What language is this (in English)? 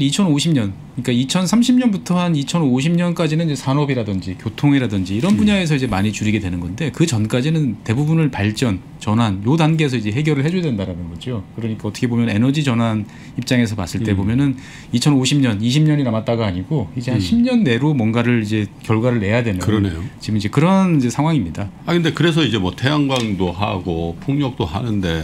Korean